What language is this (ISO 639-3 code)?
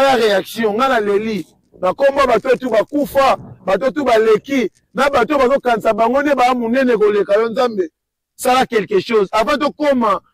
lin